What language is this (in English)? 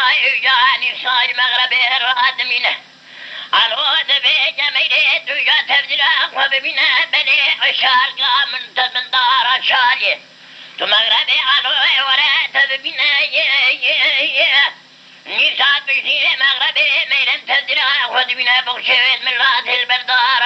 Kurdish